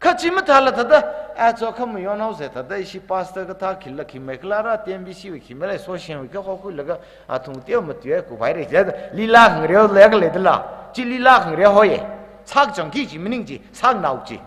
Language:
Tangkhul Naga (India)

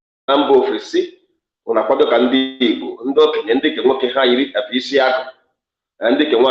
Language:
Igbo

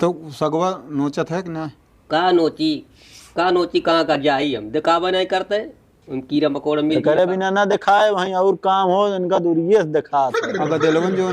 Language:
Awadhi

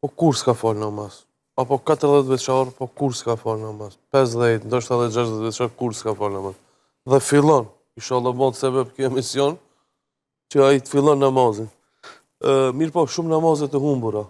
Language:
Albanian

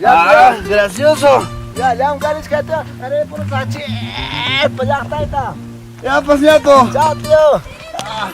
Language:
Quechua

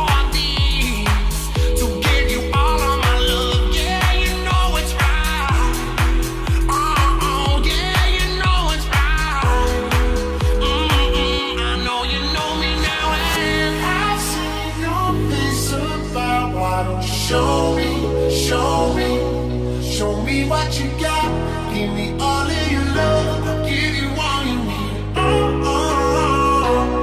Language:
English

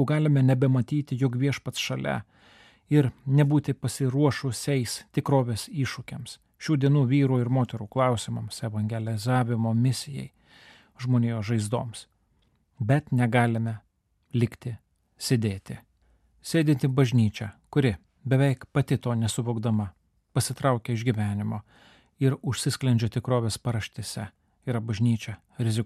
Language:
Lithuanian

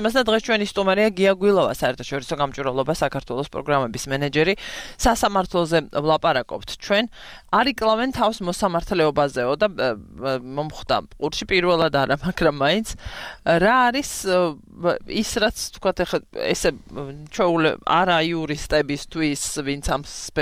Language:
Georgian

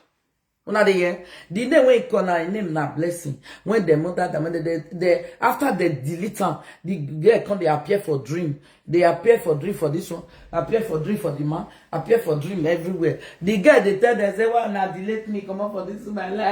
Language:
Nigerian Pidgin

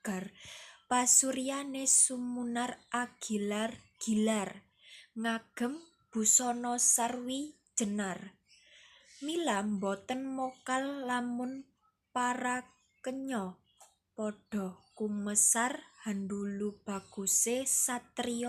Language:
Javanese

